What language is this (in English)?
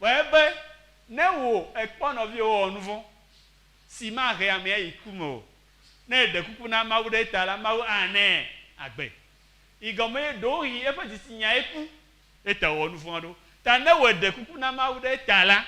Ewe